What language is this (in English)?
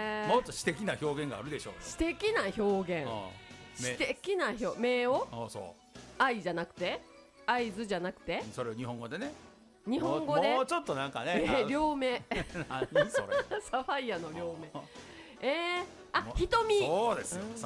Japanese